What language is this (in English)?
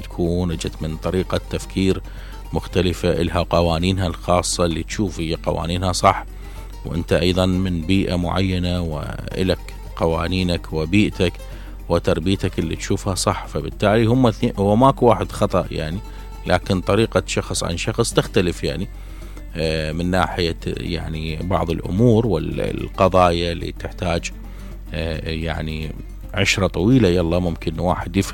Mesopotamian Arabic